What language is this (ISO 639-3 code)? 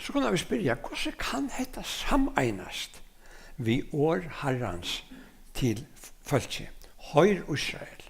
fao